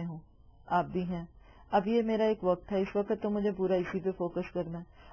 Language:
Urdu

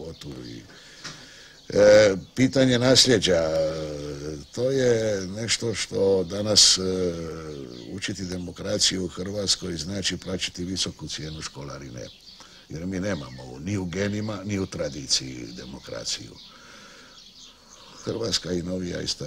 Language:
Croatian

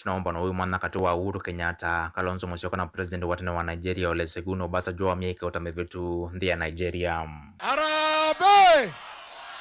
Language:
Kamba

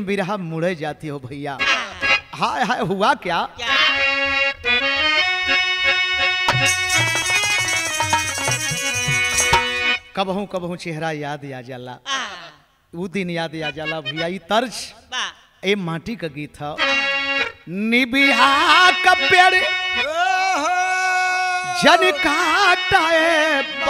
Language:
Bhojpuri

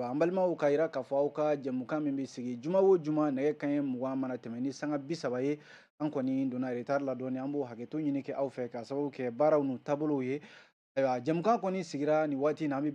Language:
Bambara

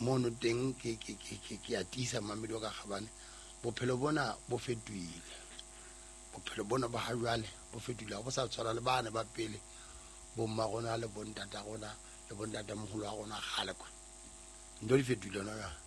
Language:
Southern Sotho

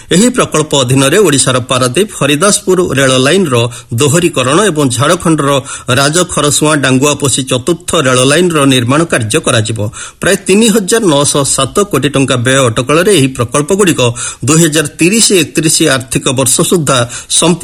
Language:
Odia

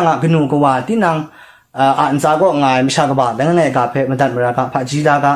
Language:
Kachin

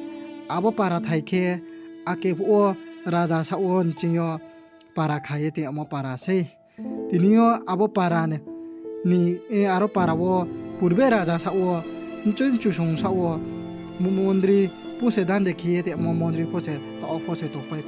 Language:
Riang (India)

